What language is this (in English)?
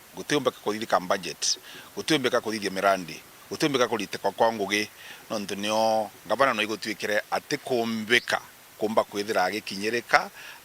Meru